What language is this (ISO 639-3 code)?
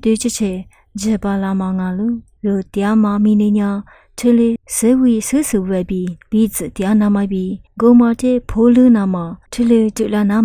lis